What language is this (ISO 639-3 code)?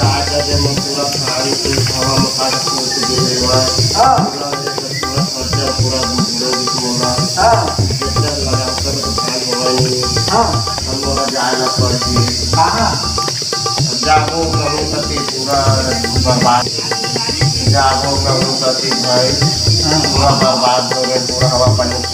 hne